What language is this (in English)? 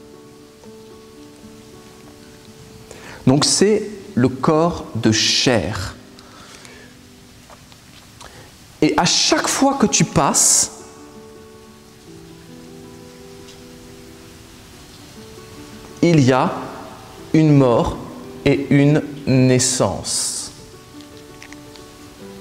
French